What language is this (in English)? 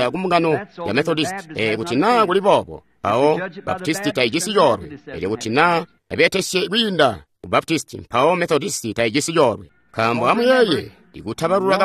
Tonga (Zambia)